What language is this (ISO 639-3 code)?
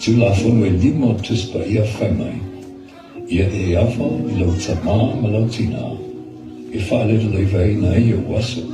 smo